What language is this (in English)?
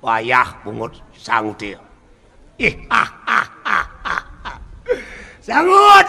Balinese